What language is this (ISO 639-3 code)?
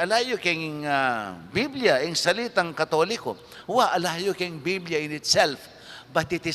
pam